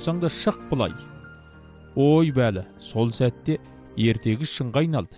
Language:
Kazakh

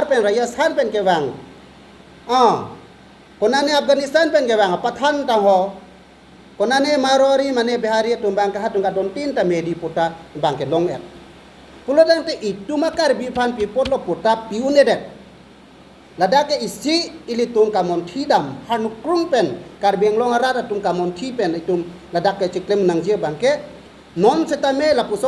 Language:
Karbi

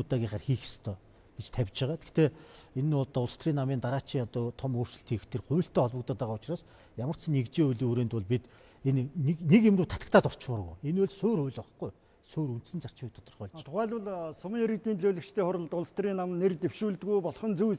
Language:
Mongolian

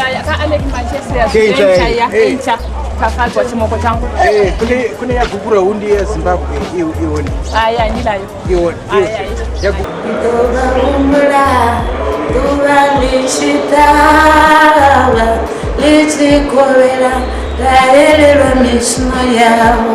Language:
Venda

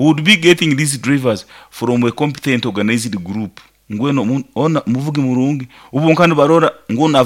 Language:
Nyoro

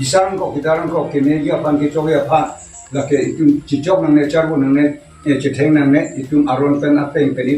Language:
Karbi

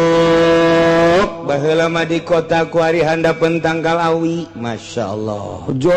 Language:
Sundanese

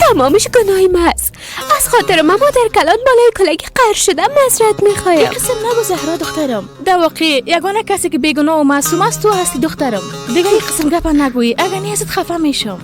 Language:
Persian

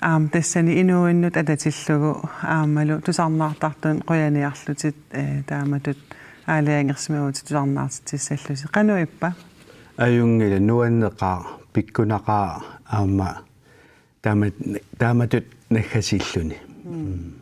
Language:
Kalaallisut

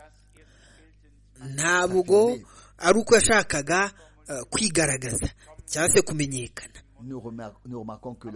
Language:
Kinyarwanda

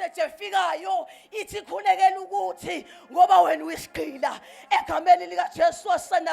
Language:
Zulu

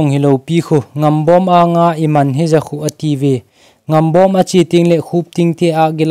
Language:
Thado Chin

